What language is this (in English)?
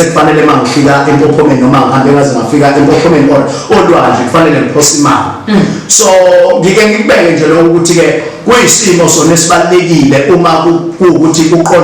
Zulu